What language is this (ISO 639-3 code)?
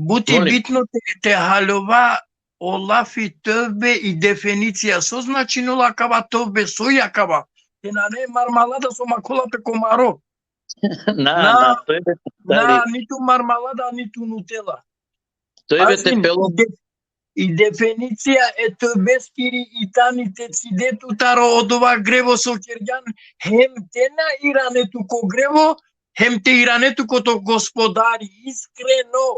rmn